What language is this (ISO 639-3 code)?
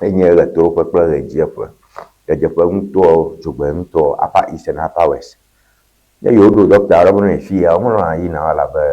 ewe